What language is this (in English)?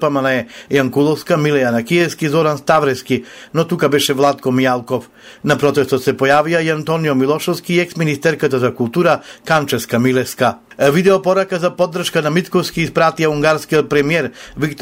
Macedonian